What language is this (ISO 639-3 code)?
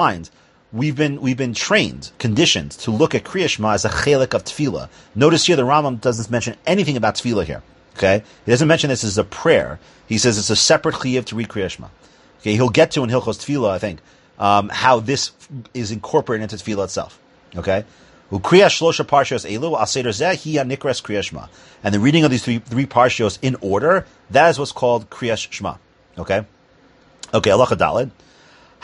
eng